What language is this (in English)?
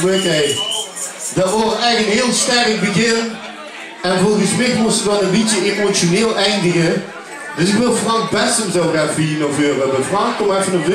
Limburgish